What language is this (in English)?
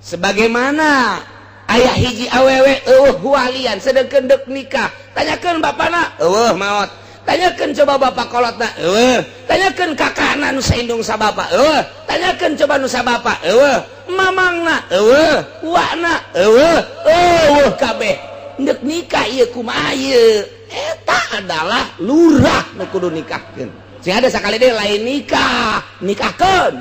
Sundanese